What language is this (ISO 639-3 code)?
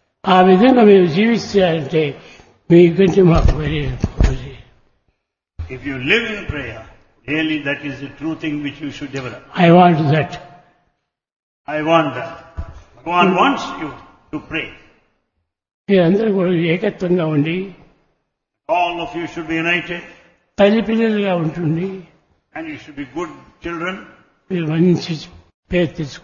tel